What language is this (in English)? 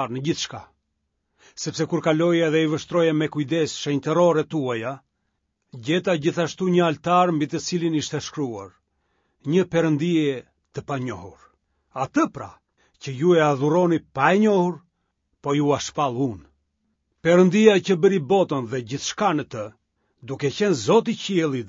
Albanian